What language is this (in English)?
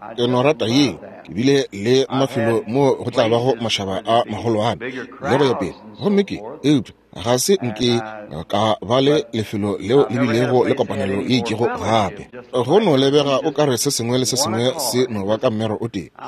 Northern Sotho